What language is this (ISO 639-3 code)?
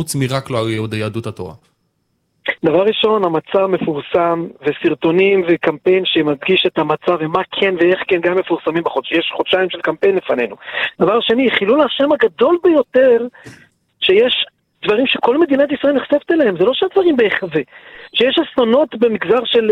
heb